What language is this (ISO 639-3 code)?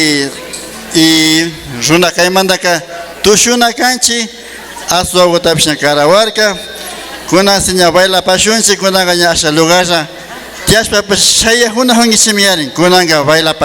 qvi